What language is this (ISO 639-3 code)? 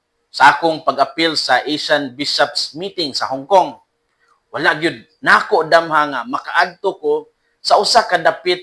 ceb